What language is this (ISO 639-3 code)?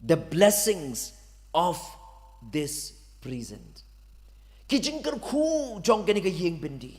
kha